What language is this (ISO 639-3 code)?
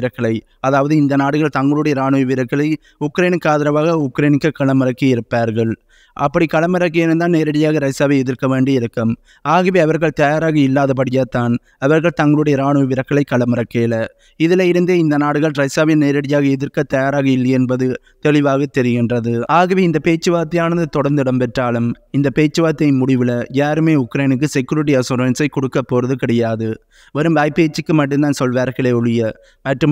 tam